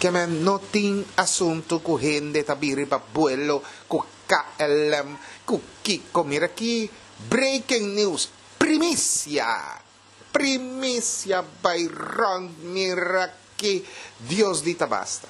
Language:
Papiamento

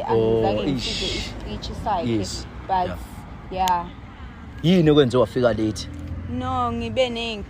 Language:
Zulu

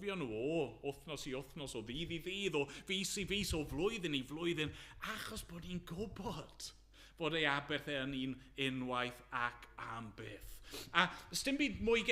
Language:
Welsh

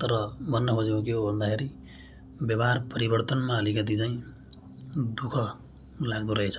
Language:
Nepali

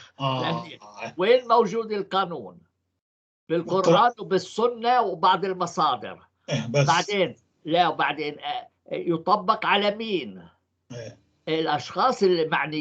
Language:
North Levantine Arabic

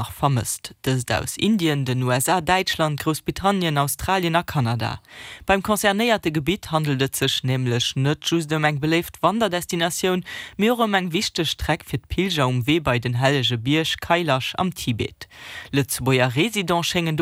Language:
Luxembourgish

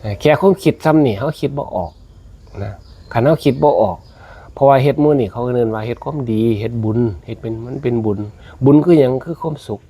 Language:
Lao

